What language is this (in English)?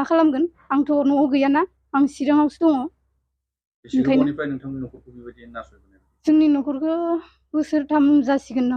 Bodo